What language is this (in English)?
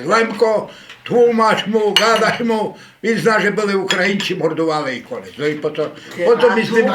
Rusyn